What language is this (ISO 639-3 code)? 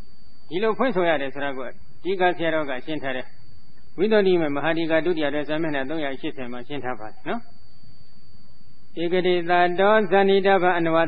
mya